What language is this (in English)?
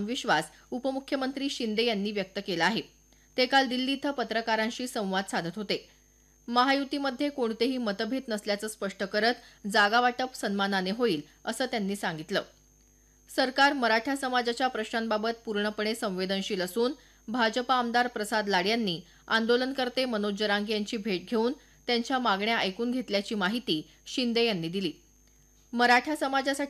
Marathi